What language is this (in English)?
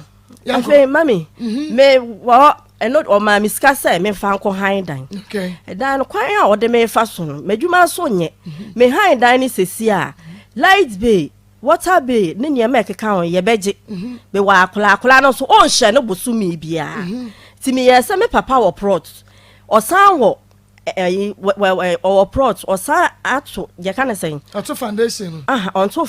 Akan